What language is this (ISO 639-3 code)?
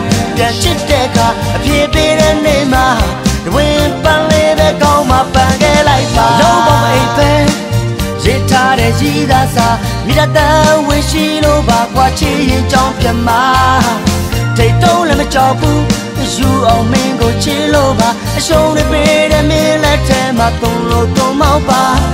mya